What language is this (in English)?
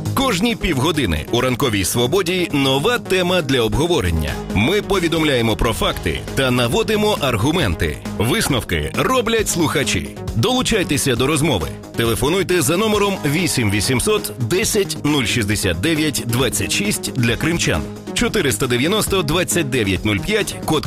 Ukrainian